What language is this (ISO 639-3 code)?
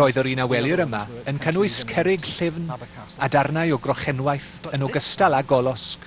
cym